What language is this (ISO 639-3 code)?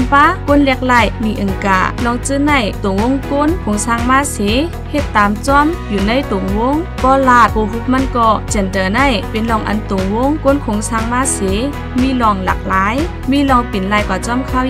shn